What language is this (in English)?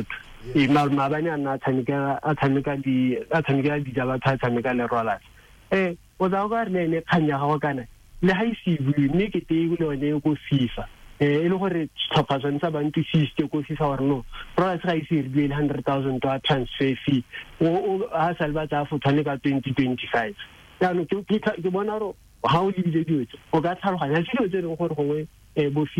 Tswana